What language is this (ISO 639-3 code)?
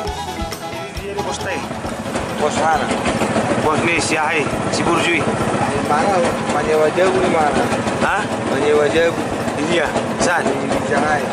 bbc